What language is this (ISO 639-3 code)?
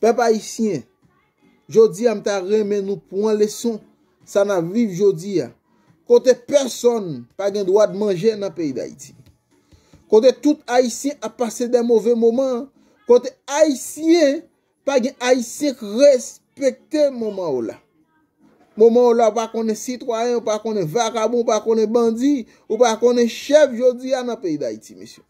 hat